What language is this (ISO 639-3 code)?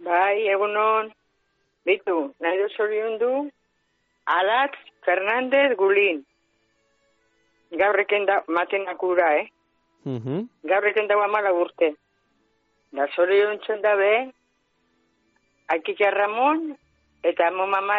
eus